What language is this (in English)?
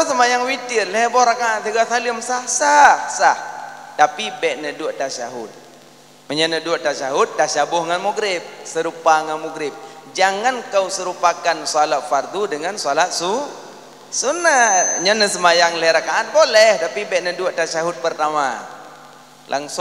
Achinese